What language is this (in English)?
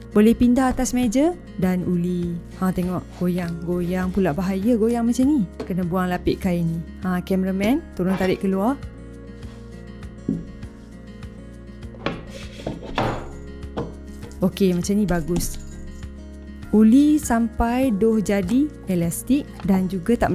Malay